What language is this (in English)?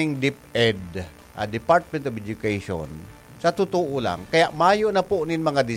Bikol